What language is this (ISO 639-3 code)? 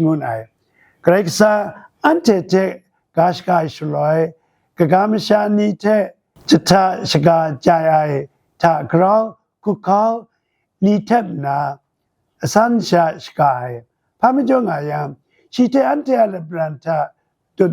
kac